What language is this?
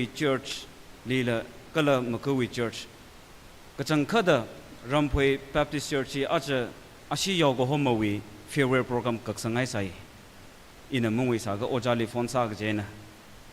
Tangkhul Naga (India)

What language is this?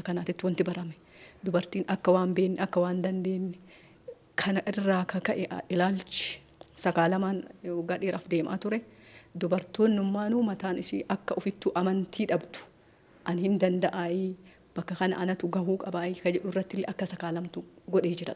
Oromo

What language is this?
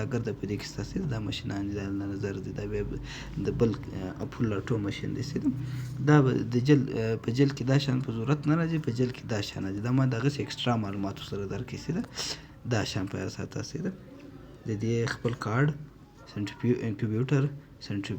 Pashto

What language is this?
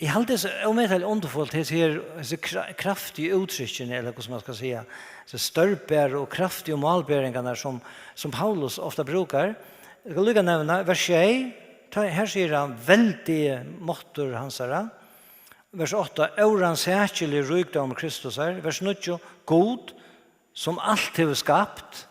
Faroese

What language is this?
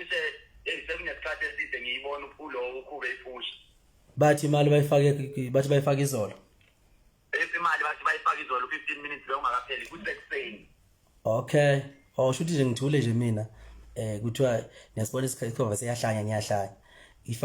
Zulu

